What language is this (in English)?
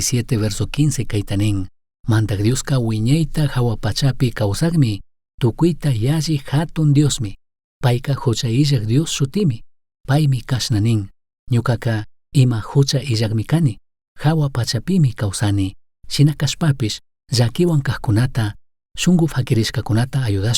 Chimborazo Highland Quichua